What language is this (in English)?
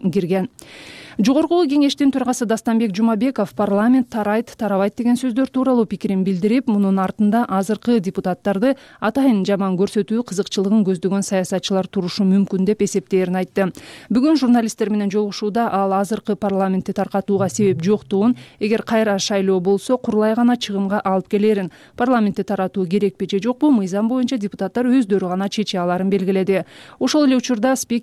Kyrgyz